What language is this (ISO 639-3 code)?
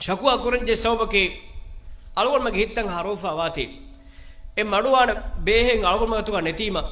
div